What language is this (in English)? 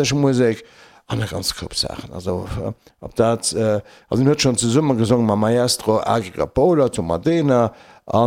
Luxembourgish